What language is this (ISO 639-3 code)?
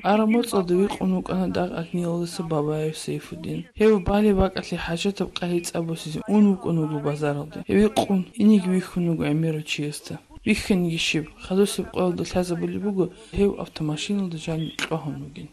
ava